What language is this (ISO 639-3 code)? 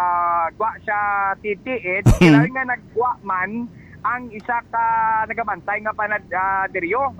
hil